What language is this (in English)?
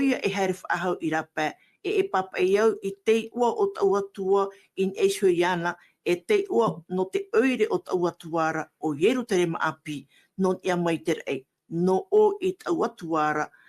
Tahitian